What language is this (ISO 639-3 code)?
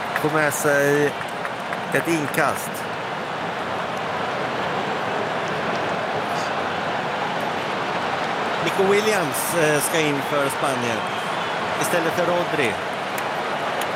swe